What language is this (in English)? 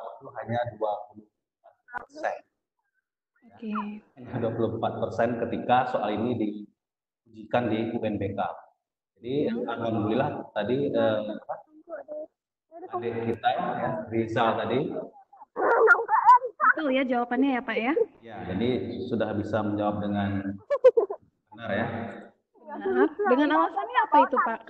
Indonesian